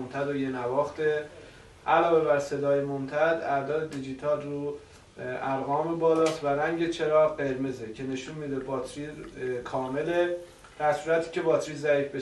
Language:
Persian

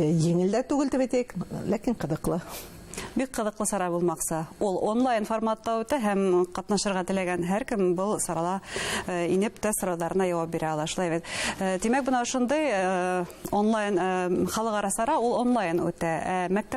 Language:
Bashkir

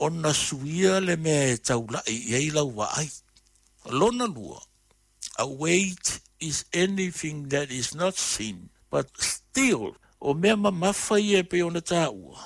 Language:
Samoan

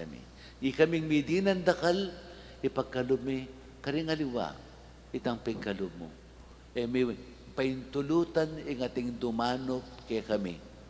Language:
Pampanga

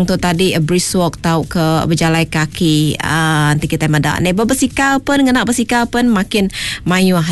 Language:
Iban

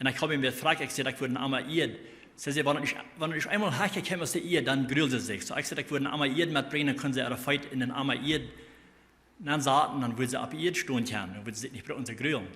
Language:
Plautdietsch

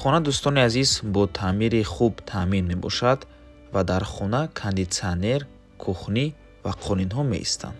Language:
Tajik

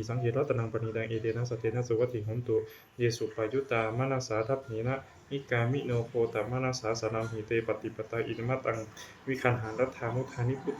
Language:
Pali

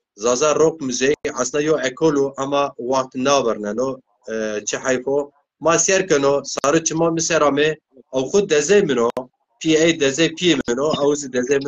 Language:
Zaza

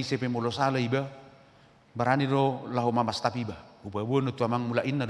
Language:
Batak Toba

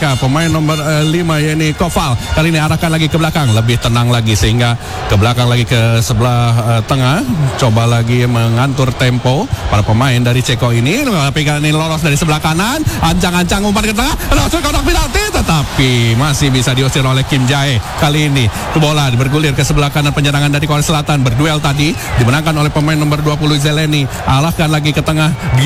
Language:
Indonesian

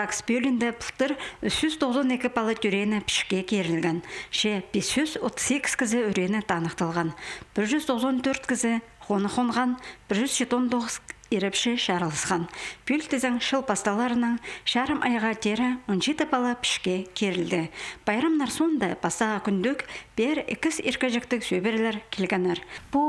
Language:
Khakas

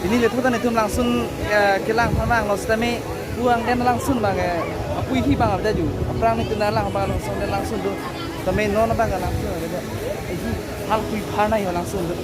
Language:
Karbi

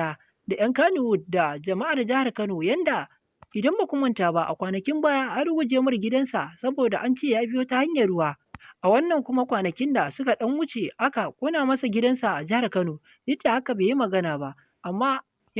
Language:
Hausa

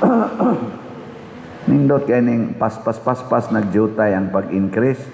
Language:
Cebuano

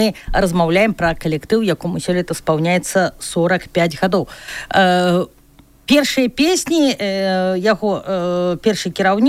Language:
Belarusian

